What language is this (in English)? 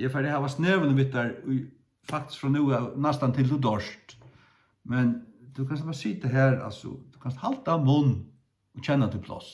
Faroese